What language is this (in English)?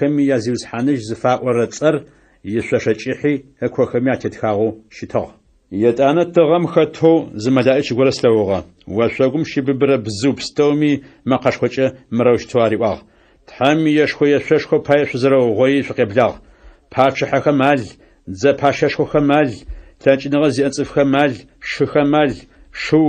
Adyghe